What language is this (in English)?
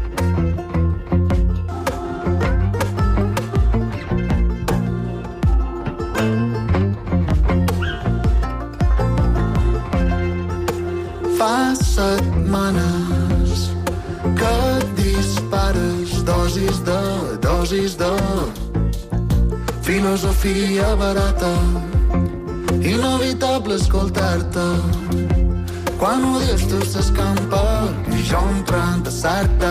Catalan